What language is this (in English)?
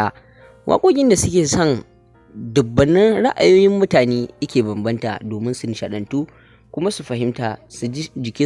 Hausa